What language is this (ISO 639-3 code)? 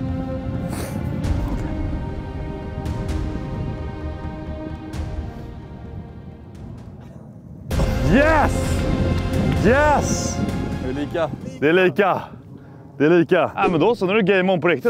swe